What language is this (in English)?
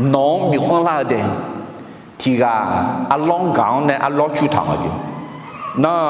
Akha